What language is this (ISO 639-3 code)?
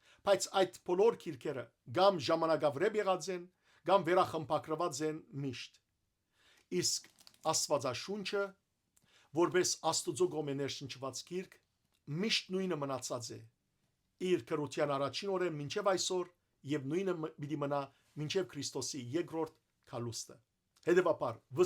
hyw